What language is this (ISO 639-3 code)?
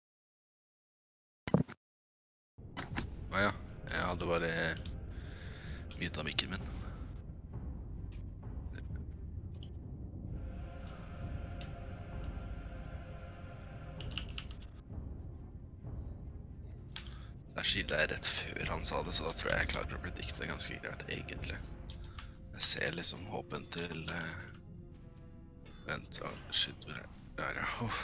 nor